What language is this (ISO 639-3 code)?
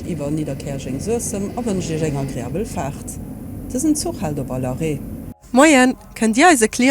ltz